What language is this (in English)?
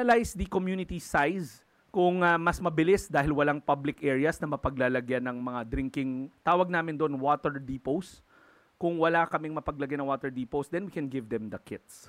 Filipino